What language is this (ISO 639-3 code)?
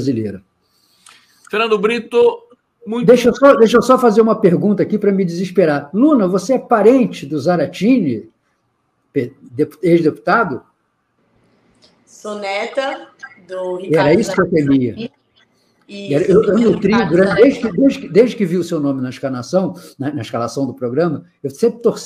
por